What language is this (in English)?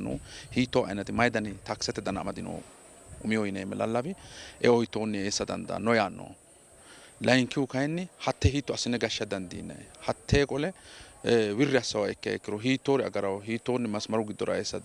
Sidamo